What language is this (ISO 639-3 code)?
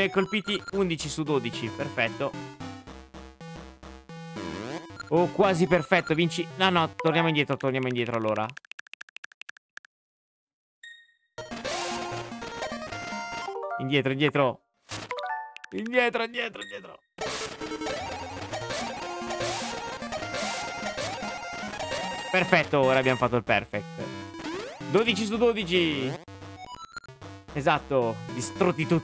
ita